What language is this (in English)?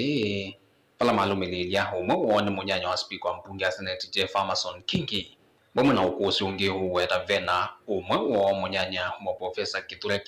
Kamba